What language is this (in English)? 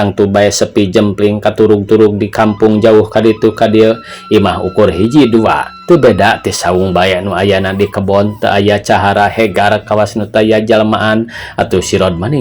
Sundanese